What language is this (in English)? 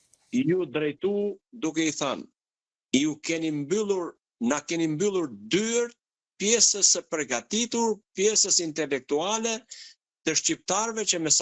Albanian